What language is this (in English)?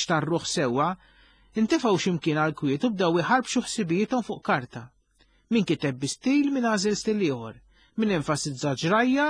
Maltese